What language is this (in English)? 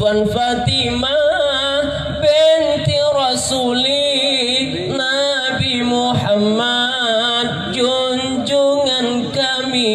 Achinese